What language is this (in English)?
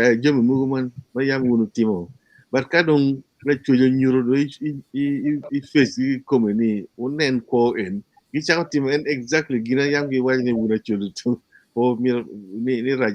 Acoli